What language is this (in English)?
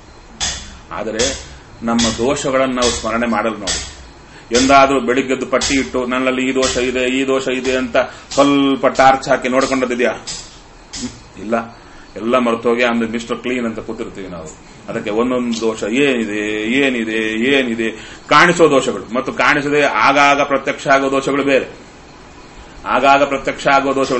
Kannada